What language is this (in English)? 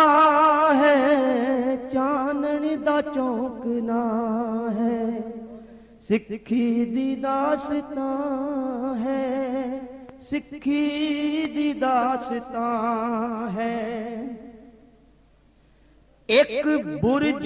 Punjabi